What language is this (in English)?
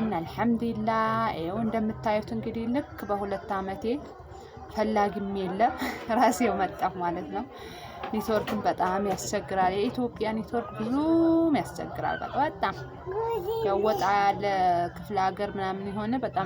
Amharic